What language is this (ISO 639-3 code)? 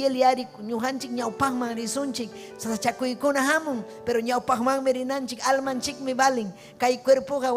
quy